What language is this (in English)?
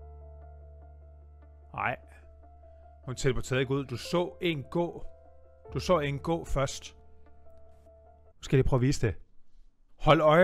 Danish